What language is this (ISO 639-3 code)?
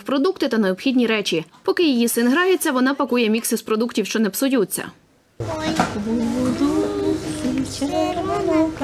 ukr